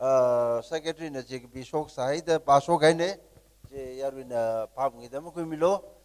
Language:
Tangkhul Naga (India)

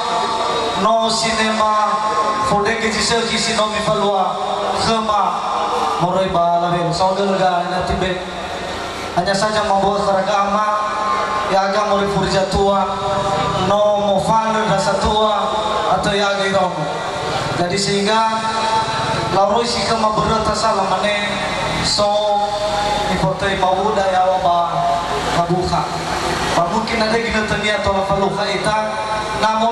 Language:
Nias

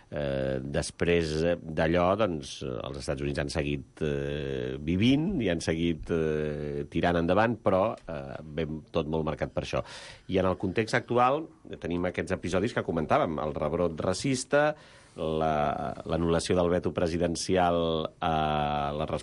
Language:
Catalan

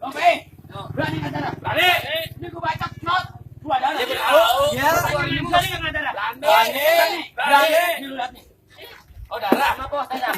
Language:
Betawi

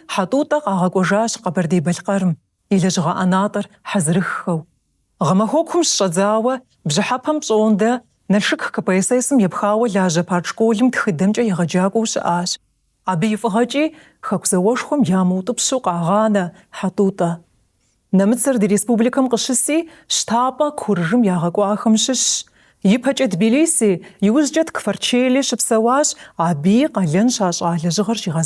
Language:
Kabardian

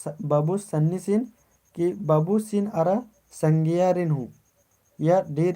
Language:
Kurukh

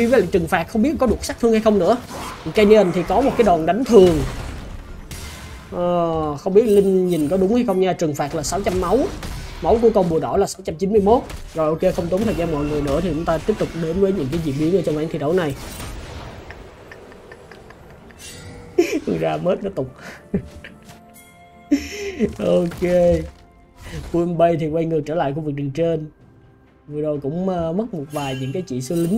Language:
Vietnamese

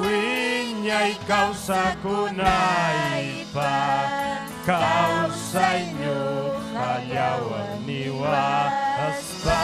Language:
Ayacucho Quechua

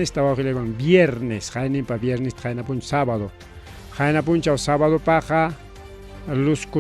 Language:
Ayacucho Quechua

